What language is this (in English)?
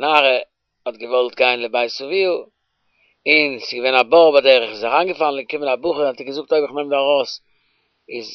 Yiddish